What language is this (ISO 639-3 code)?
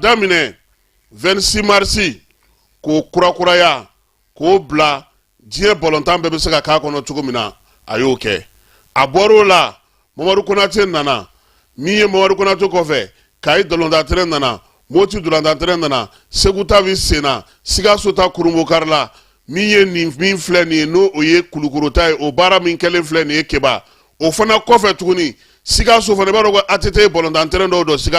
bam